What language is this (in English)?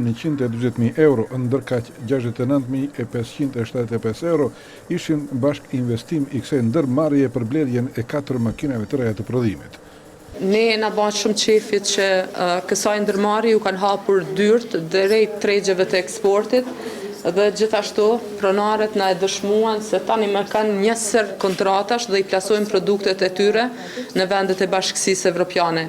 Albanian